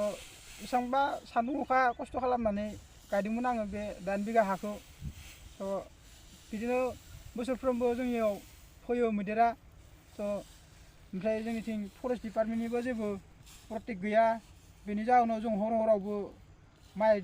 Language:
Bodo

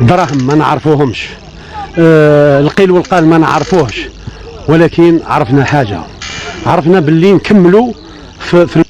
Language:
Algerian Arabic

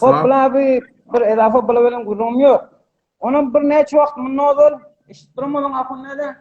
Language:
Turkmen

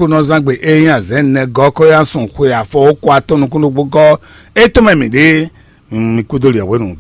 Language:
Fon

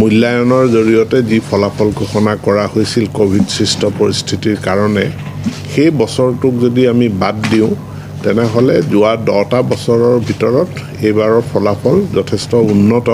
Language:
Assamese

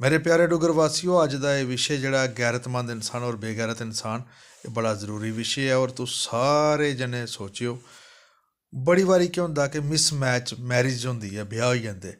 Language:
Dogri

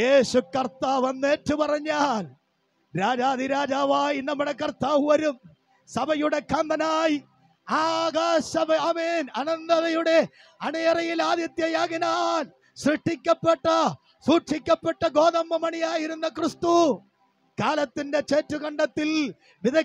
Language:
Malayalam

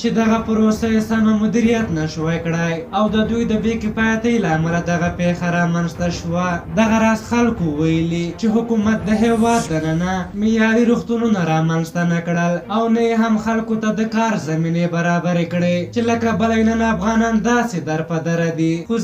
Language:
Pashto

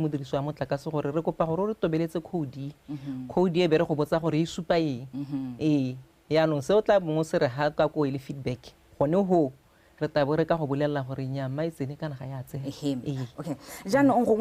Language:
Tswana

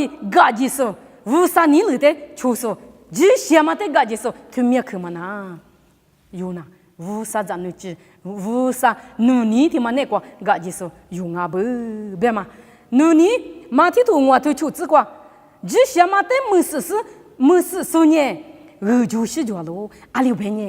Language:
Lisu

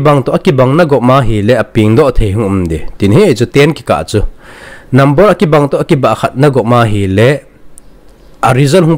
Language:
Thado Chin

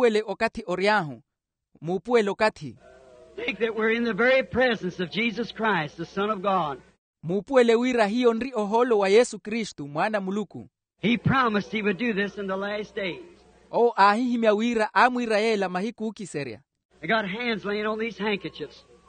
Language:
Makhuwa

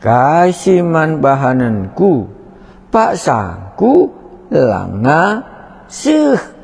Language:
Batak Karo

